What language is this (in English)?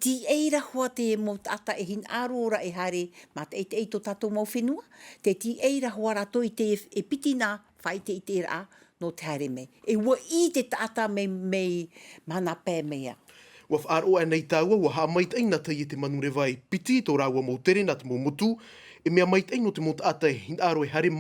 Tahitian